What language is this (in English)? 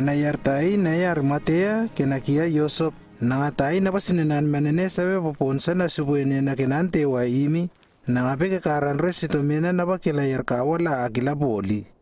Lewo